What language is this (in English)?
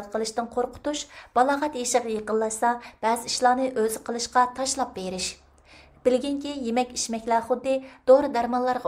Uyghur